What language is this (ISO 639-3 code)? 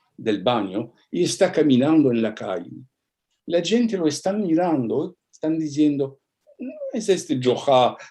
lad